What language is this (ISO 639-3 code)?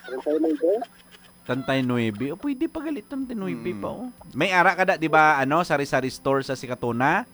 hil